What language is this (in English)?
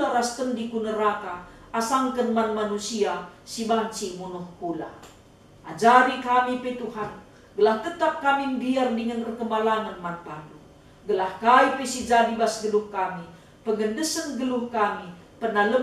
Batak Karo